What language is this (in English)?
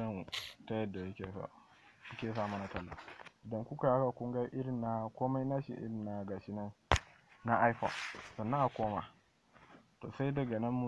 Hausa